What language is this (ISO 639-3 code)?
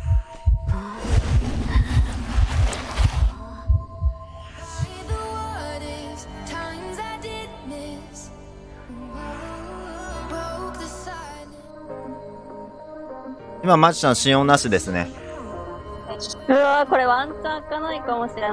jpn